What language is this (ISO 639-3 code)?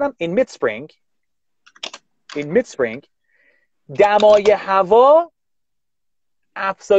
fas